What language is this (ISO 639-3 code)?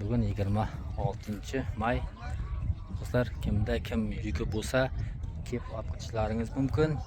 uzb